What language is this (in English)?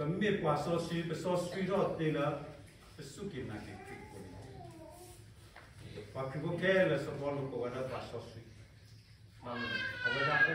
S'gaw Karen